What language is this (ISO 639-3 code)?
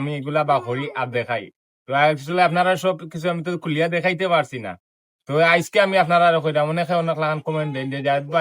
syl